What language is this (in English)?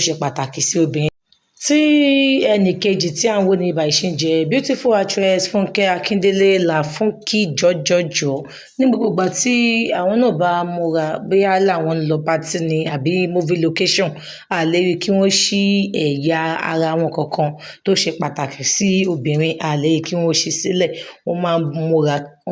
Yoruba